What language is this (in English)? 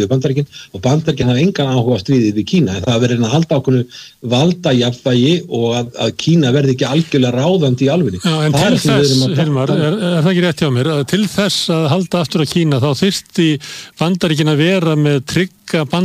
Icelandic